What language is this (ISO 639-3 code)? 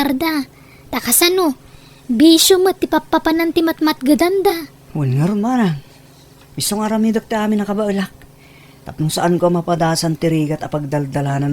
ilo